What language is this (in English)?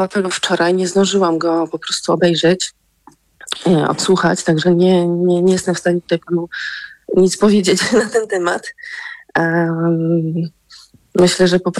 Polish